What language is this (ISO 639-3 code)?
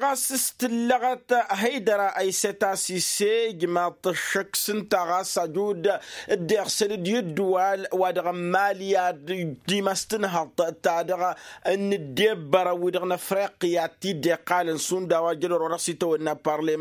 taq